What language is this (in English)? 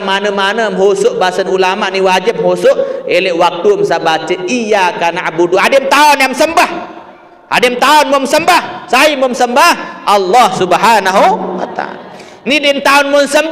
Sasak